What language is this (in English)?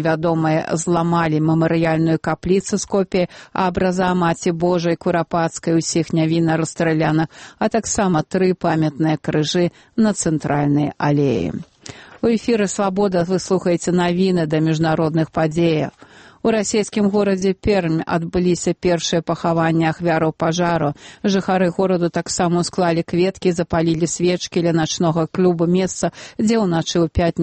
Belarusian